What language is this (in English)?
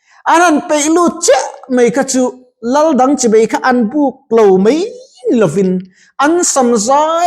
Mizo